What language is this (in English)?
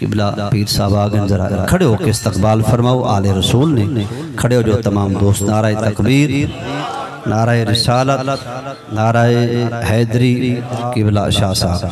Saraiki